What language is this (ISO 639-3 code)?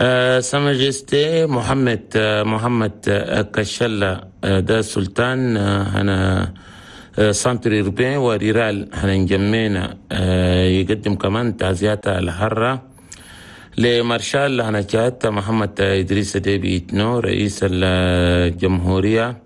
shu